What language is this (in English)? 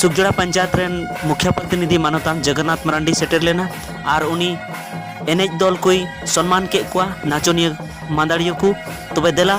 Santali